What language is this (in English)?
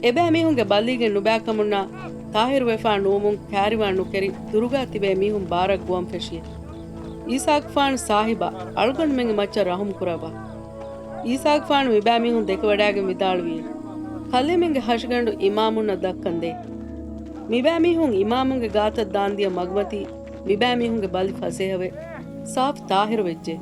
Divehi